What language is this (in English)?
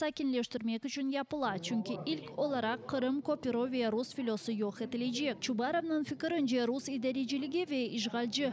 Crimean Tatar